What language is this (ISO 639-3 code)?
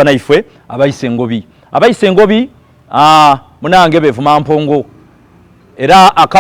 xog